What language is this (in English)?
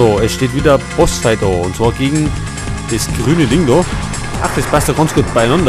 Bavarian